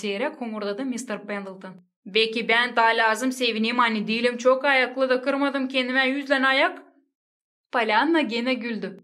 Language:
Gagauz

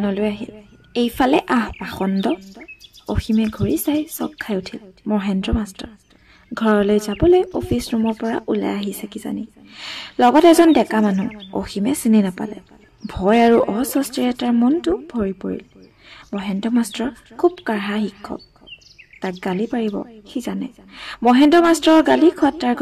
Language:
Assamese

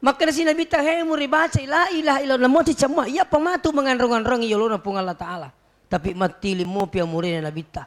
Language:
Buginese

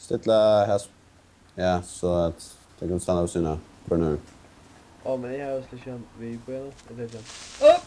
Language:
Faroese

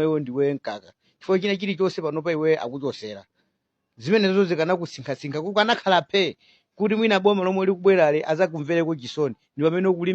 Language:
Nyanja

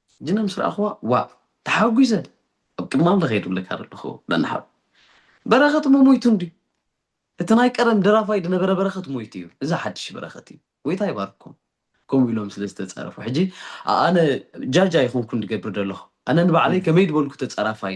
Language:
Tigrinya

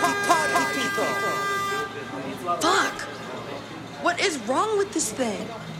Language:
English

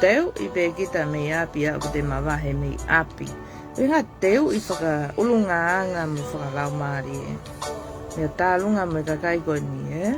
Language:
Tongan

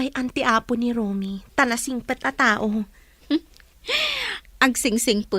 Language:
Iloko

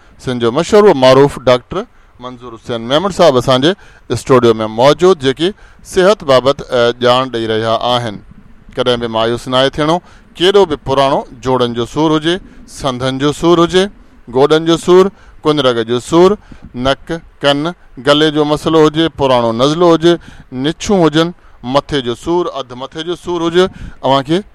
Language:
Sindhi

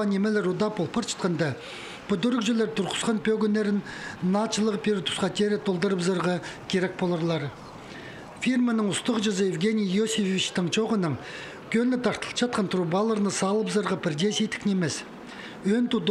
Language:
Khakas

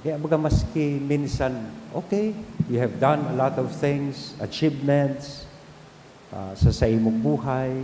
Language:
Bikol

